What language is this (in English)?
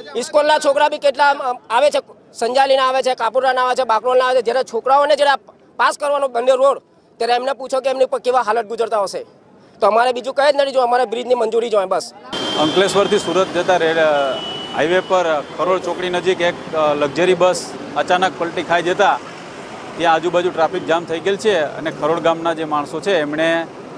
Gujarati